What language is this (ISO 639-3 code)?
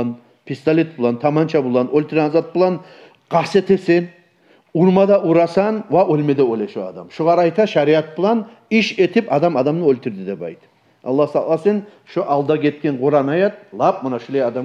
kum